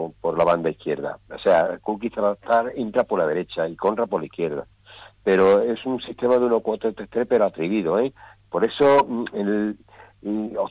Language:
Spanish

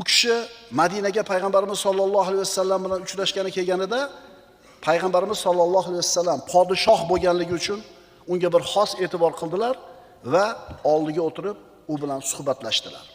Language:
Uzbek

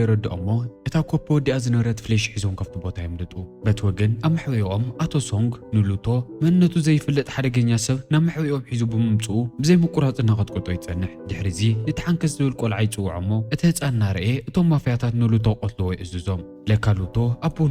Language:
Tigrinya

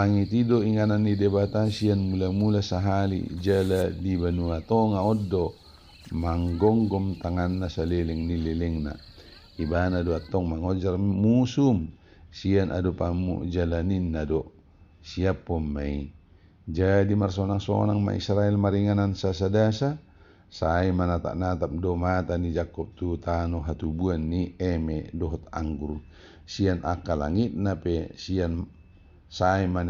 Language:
Batak Toba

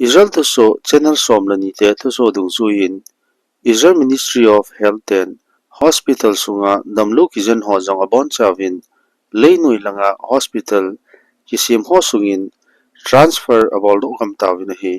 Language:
Thado Chin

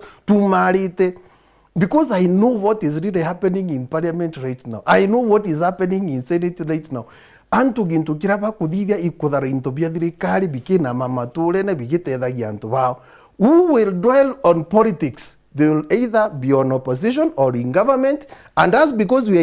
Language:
Meru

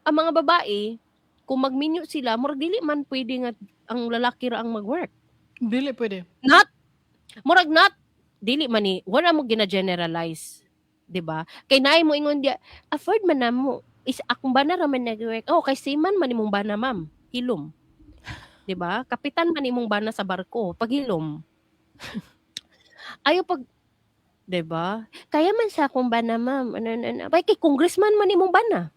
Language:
Cebuano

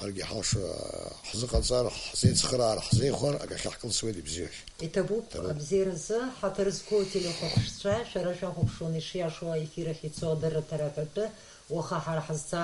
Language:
Abkhazian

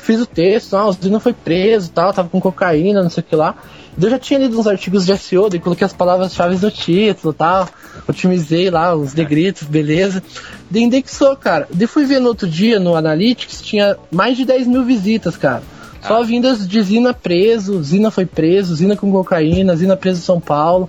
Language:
Portuguese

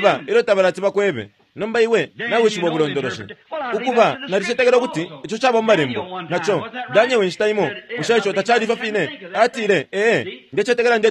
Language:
Bemba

